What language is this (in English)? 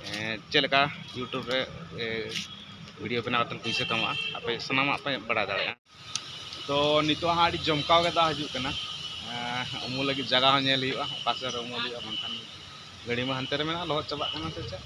Santali